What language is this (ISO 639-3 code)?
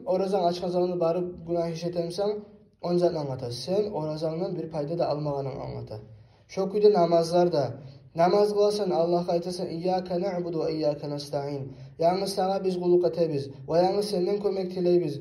kum